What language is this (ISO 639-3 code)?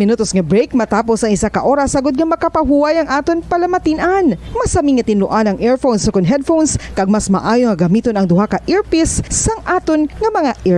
hil